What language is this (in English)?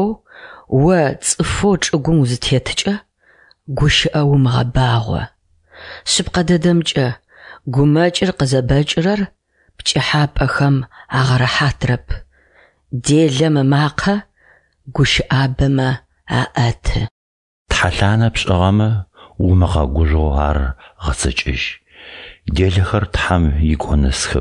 Adyghe